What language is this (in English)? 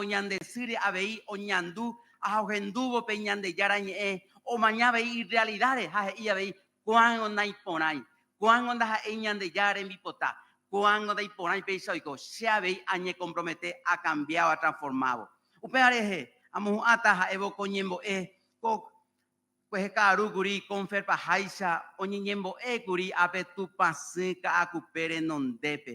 Guarani